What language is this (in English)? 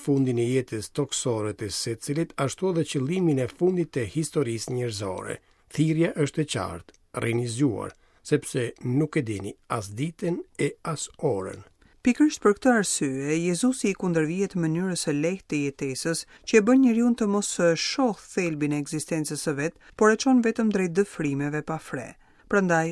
Albanian